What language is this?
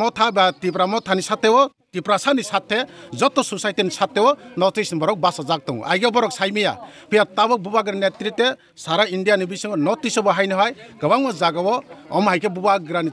Kok Borok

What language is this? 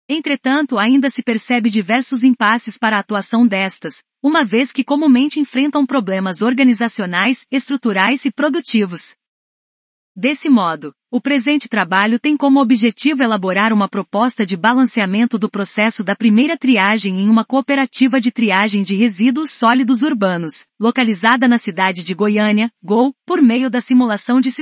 Portuguese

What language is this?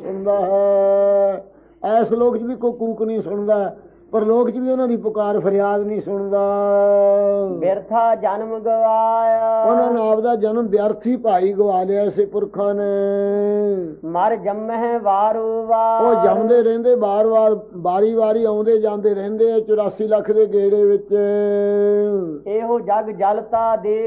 Punjabi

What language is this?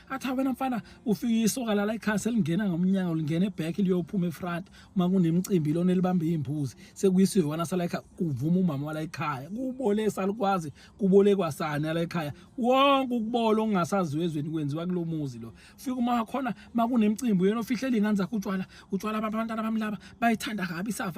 Zulu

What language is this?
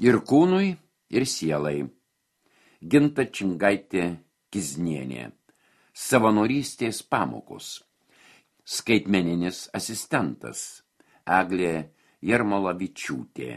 Lithuanian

